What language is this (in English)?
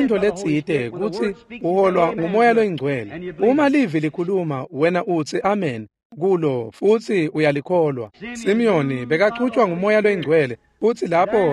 Swati